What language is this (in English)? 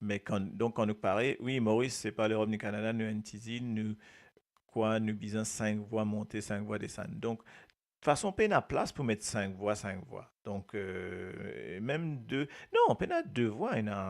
Morisyen